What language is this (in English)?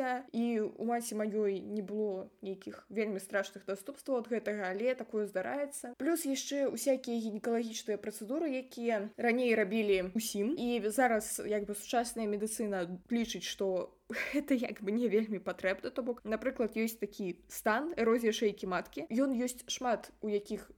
Belarusian